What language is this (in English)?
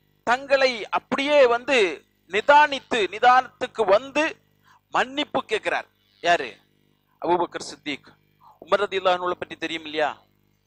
Tamil